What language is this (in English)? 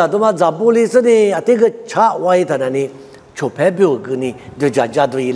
Lisu